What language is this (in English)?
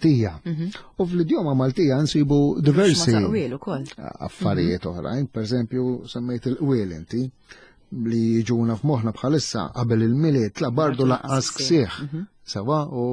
Maltese